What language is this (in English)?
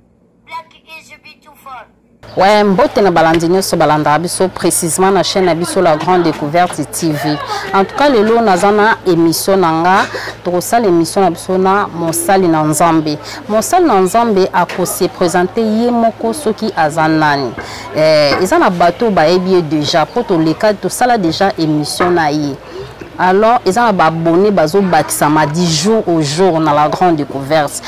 Lingala